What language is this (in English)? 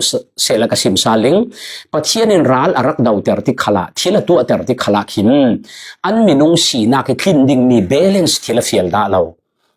Falam Chin